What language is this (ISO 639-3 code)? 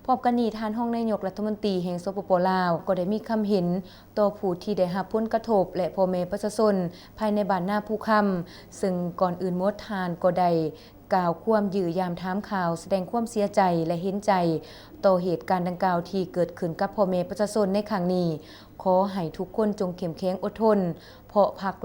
lao